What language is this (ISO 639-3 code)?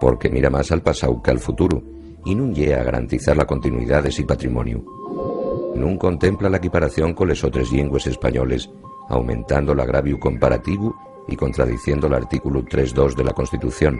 ast